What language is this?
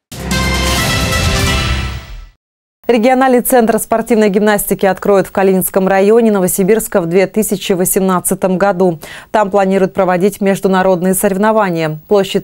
Russian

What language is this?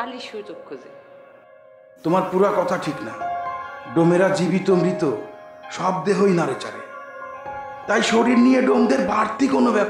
Bangla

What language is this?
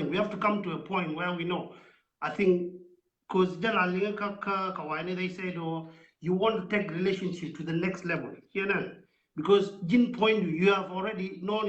Nuer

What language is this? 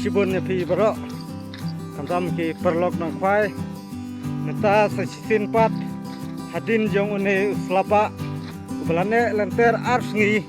Khasi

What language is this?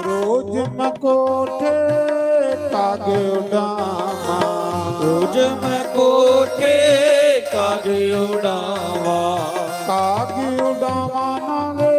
Dogri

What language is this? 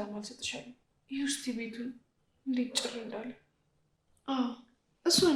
Amharic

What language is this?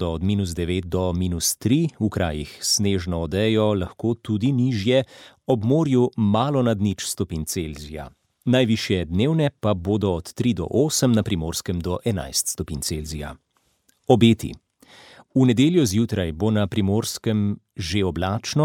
Slovenian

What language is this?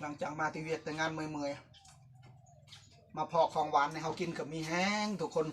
Northeastern Thai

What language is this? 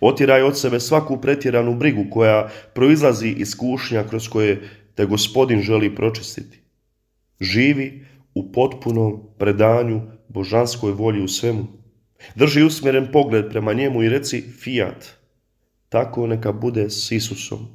Croatian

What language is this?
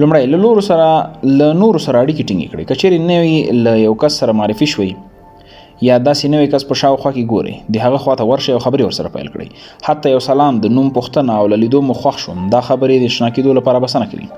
Pashto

